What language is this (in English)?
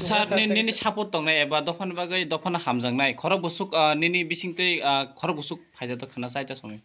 Kok Borok